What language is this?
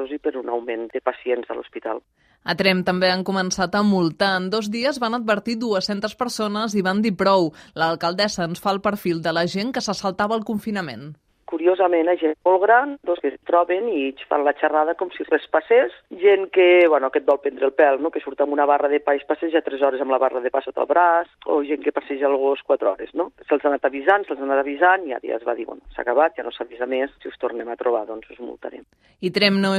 Catalan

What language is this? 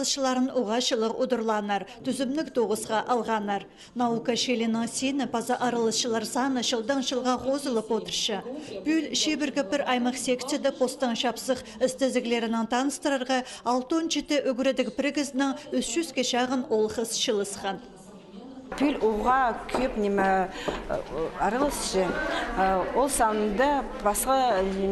Khakas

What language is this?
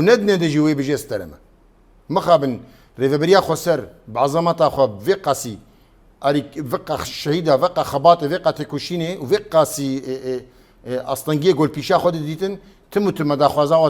Kurdish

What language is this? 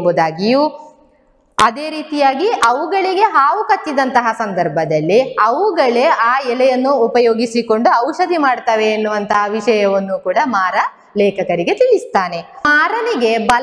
Kannada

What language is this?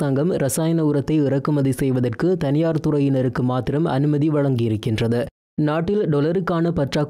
Tamil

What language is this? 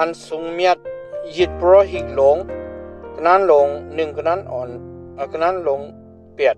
Shan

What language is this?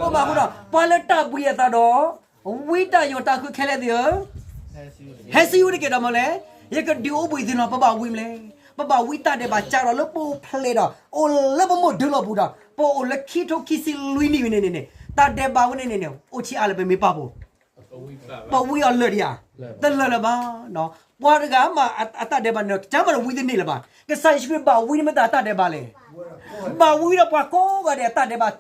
S'gaw Karen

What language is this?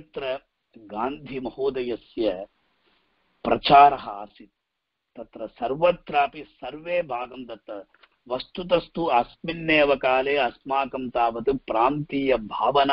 Sanskrit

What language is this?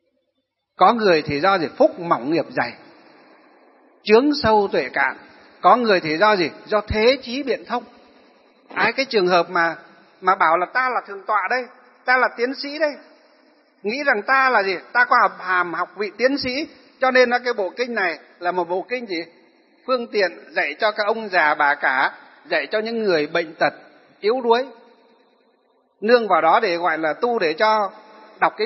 Vietnamese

